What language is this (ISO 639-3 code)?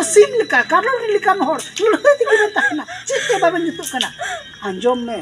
sat